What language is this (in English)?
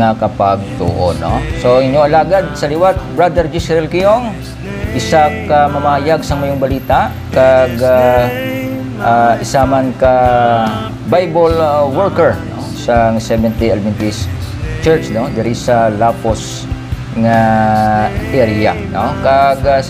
Hiligaynon